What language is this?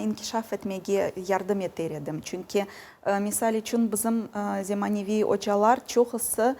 Crimean Tatar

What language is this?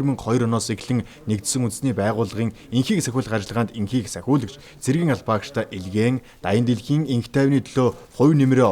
Mongolian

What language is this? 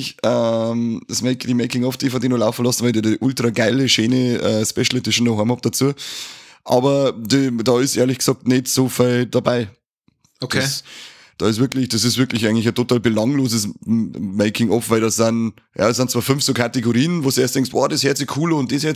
Bavarian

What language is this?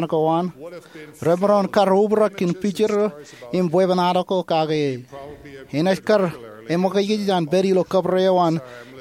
Marshallese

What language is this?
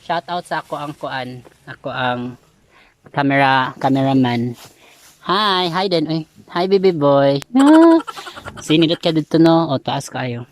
Cebuano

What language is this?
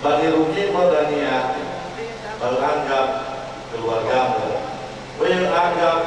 Nias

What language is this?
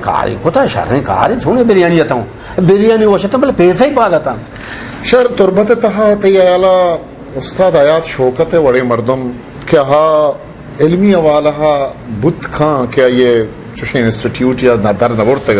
Eastern Balochi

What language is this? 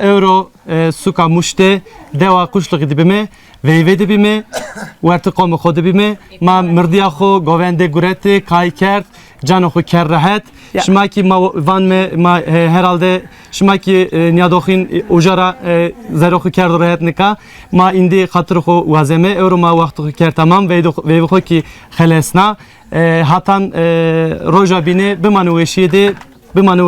Zaza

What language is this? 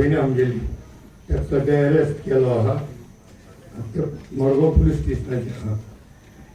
Konkani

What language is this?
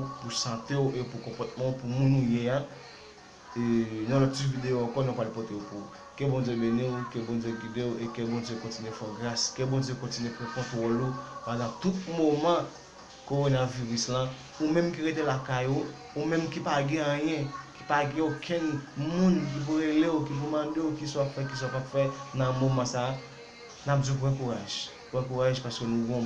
Haitian Creole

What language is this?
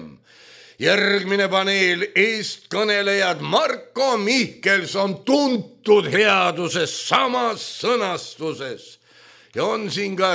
Estonian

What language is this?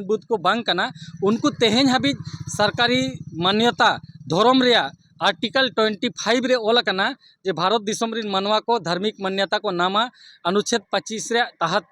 Santali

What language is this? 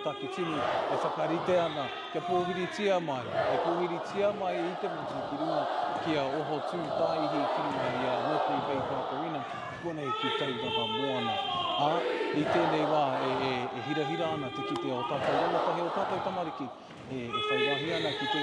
Māori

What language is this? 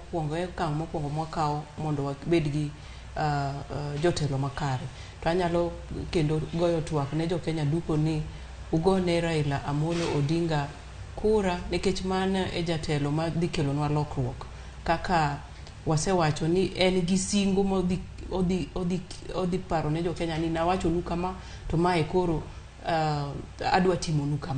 Luo (Kenya and Tanzania)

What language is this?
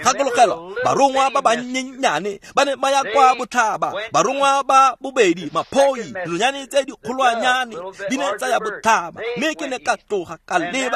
Tswana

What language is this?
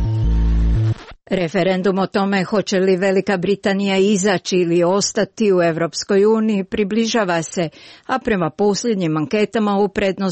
Croatian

